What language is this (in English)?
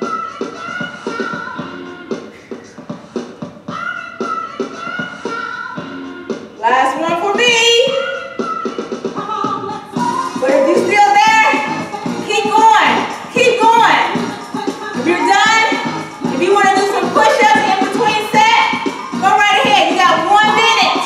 English